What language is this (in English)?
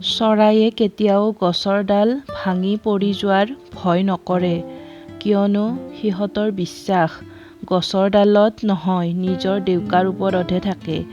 Assamese